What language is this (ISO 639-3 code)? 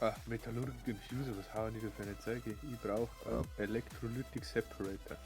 bar